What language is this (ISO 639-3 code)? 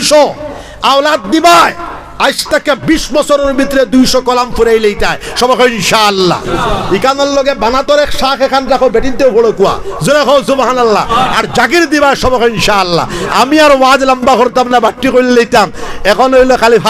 syl